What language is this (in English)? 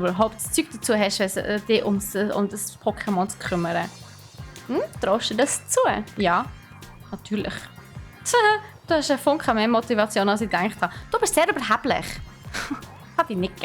Swiss German